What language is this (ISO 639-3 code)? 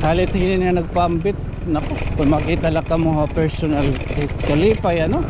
war